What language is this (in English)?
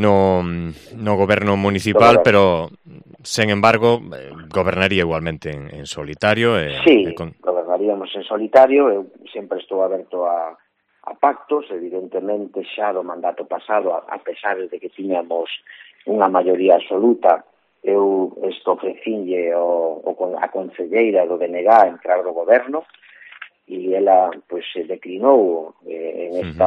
Galician